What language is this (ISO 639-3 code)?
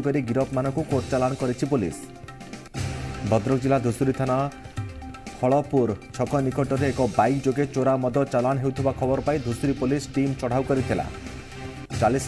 ori